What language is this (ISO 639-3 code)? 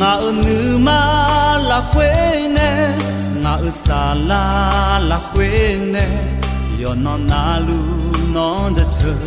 ahk